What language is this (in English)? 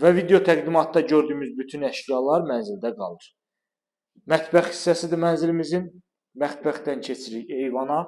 Azerbaijani